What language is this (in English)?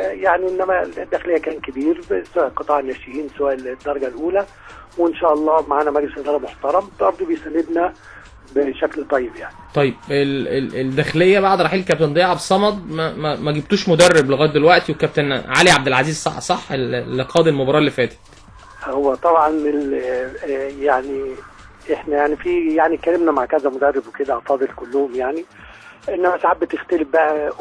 Egyptian Arabic